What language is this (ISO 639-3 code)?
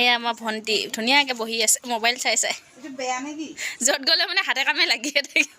asm